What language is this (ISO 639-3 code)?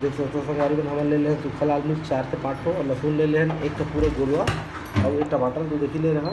hne